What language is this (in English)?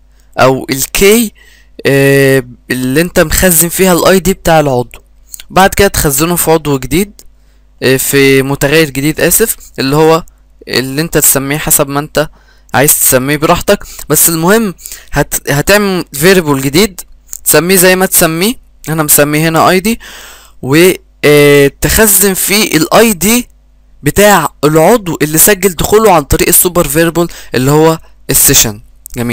Egyptian Arabic